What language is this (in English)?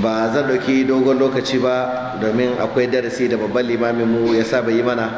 Hausa